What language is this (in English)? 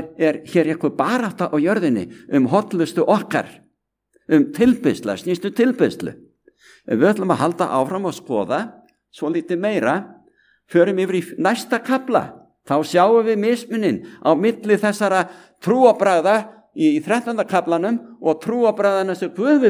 Icelandic